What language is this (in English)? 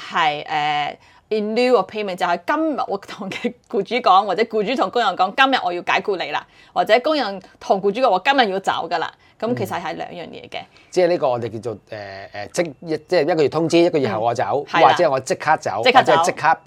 Cantonese